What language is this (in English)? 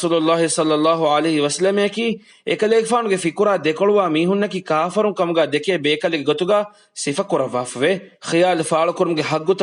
Divehi